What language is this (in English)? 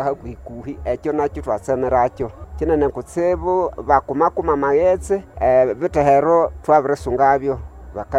Nande